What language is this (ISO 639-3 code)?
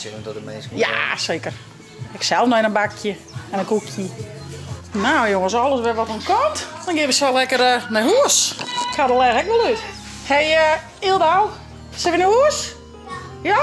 fry